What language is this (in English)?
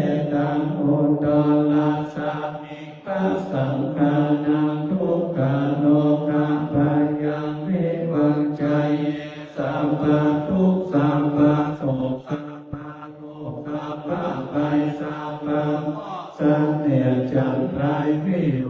Pali